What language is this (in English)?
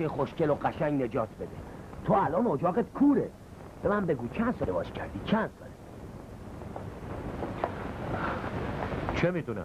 Persian